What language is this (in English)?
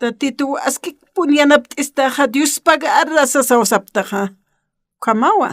Aymara